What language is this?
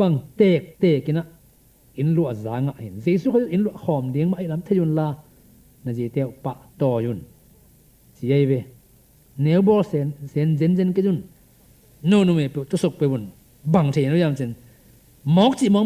Tedim Chin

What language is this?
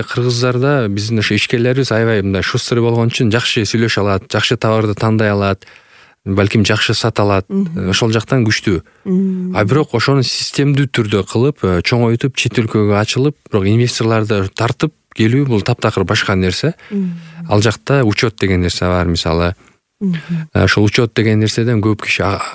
Kyrgyz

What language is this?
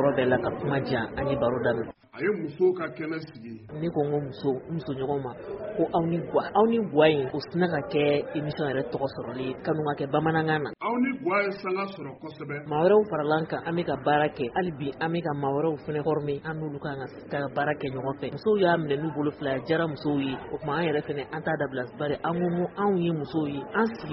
Bambara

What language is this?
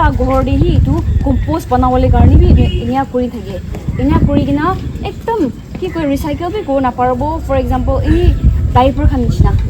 Naga Pidgin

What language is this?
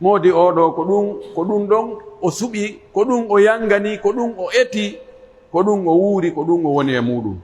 Pular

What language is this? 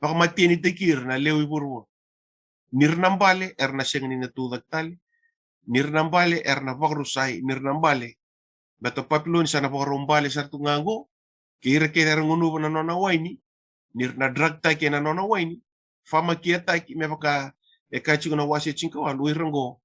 Fijian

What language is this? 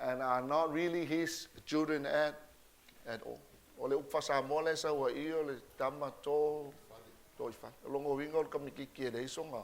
Samoan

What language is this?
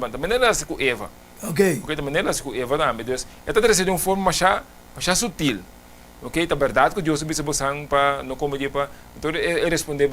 Papiamento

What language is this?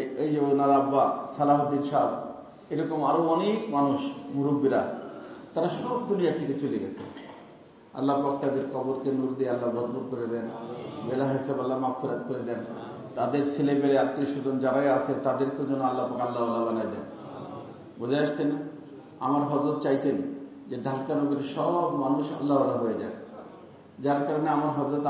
Bangla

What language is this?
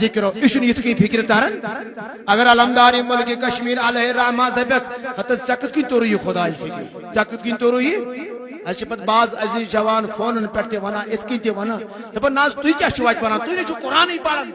Kashmiri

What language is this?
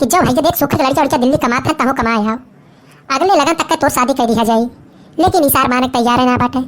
Awadhi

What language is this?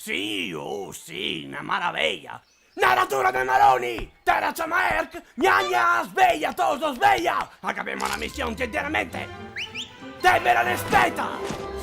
Venetian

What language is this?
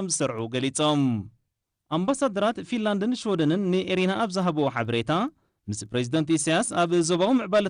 Tigrinya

